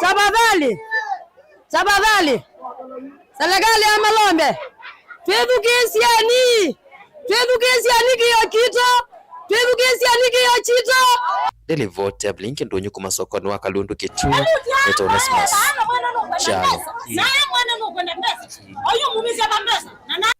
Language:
Kamba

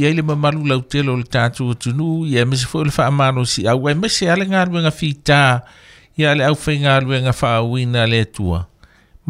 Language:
Samoan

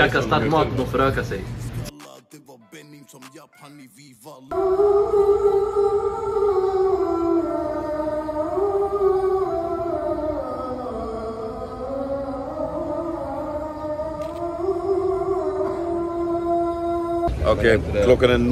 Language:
Swedish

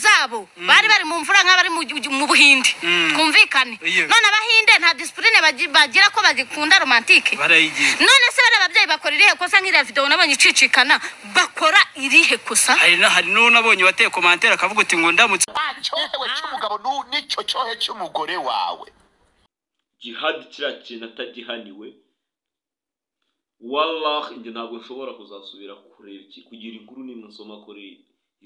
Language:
Kinyarwanda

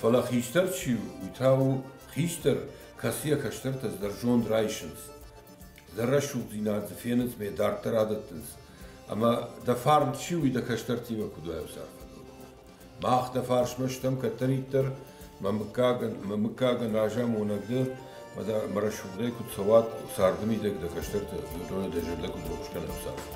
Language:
Ossetic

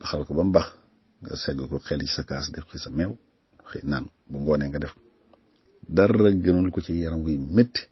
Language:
Wolof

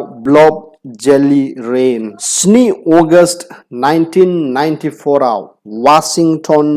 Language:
Bodo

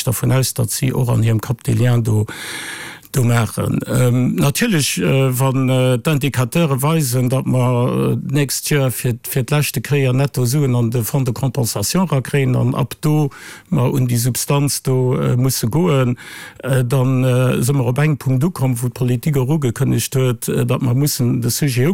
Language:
Luxembourgish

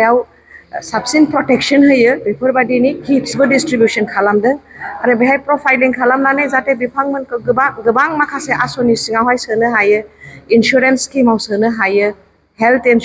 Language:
Bodo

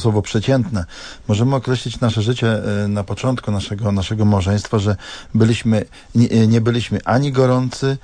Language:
Polish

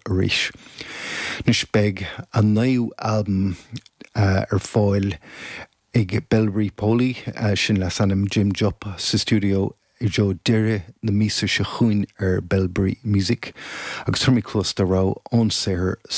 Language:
Irish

